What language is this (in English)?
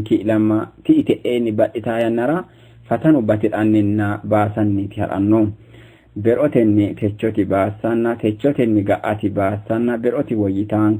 Sidamo